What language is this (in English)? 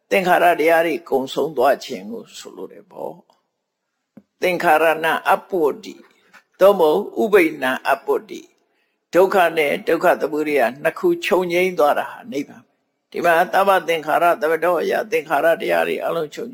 Burmese